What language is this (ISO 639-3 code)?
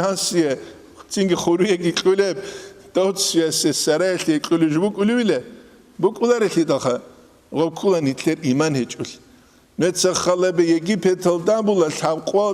ava